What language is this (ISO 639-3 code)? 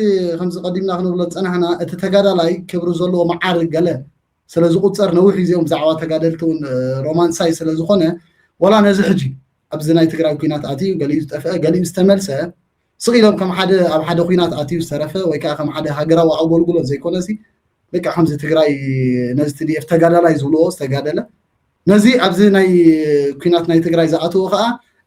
tir